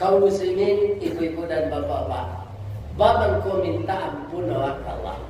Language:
Minangkabau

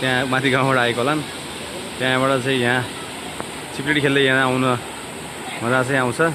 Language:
Nepali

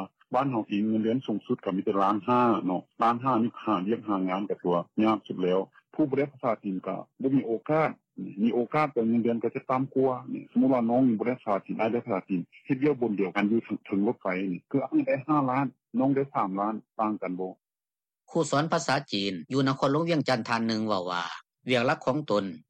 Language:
Lao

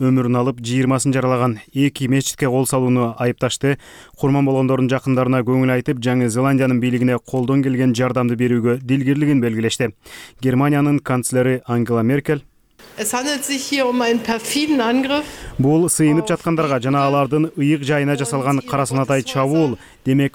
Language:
Kyrgyz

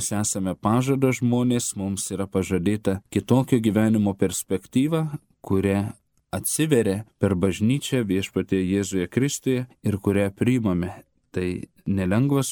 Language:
Lithuanian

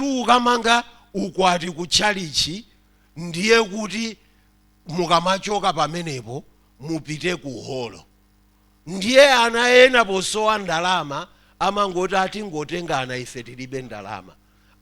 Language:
Nyanja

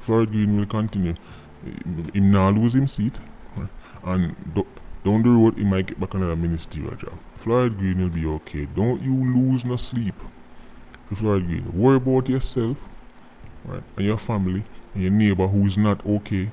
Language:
Jamaican Creole English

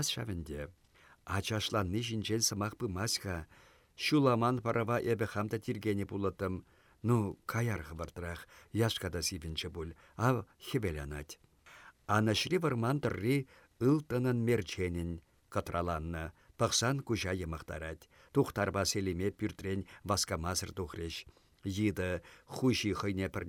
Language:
Chuvash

